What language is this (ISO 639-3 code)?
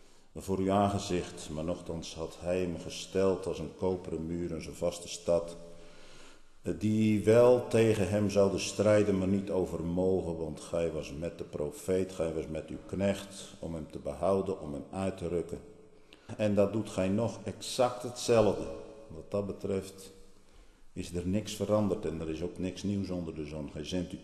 nld